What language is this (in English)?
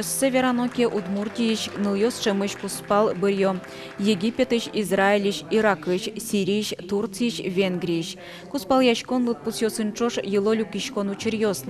Udmurt